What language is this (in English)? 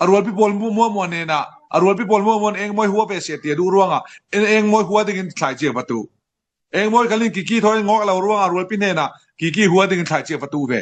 Falam Chin